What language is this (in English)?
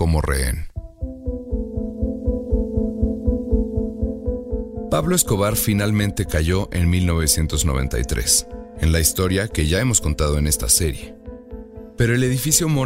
Spanish